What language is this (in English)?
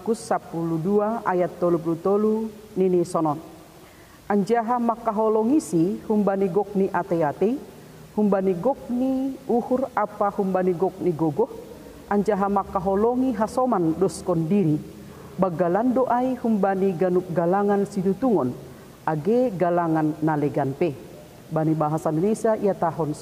Batak Simalungun